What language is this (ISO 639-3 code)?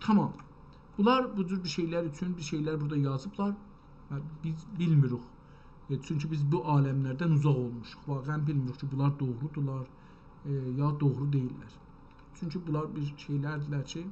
azb